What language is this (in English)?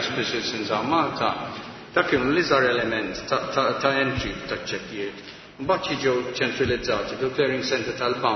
Maltese